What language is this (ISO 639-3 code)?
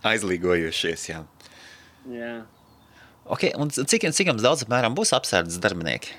lav